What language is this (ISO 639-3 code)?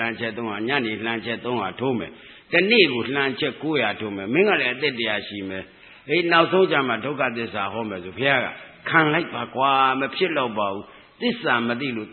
mya